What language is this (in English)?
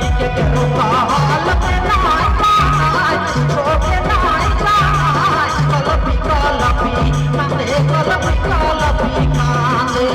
Sadri